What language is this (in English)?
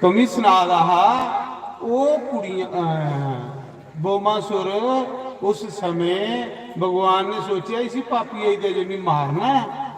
Dogri